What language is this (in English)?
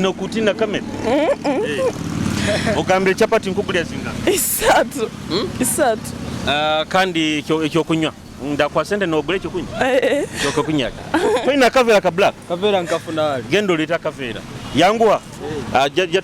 Nyoro